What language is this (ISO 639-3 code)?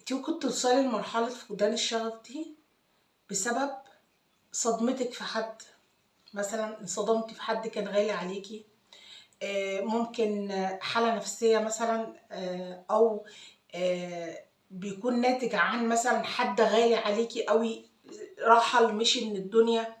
arz